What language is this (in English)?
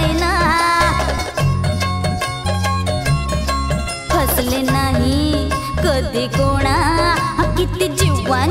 Marathi